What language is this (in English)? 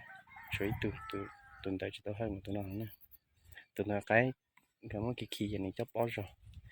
Hmong